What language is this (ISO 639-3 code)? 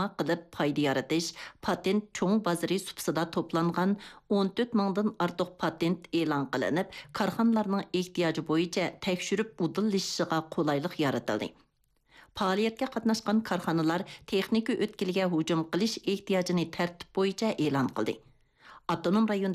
uig